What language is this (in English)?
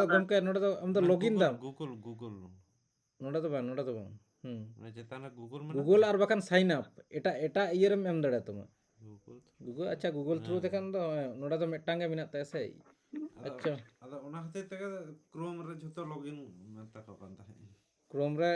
Santali